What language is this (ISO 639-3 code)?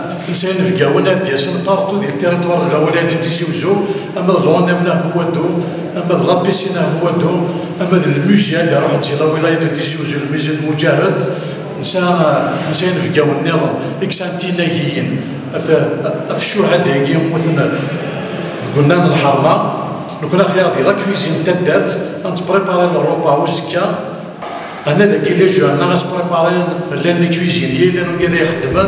kab